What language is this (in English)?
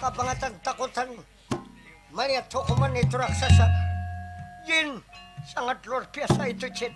Banjar